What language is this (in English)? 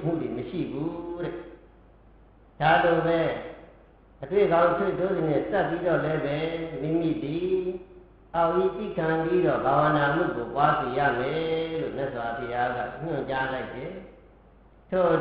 Burmese